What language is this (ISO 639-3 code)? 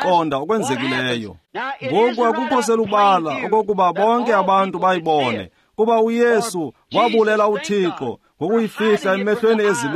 xho